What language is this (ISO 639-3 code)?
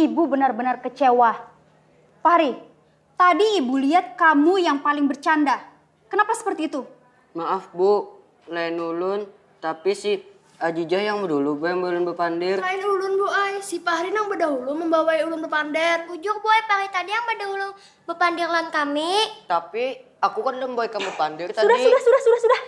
bjn